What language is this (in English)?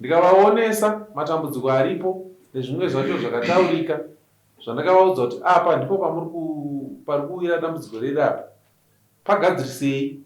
Shona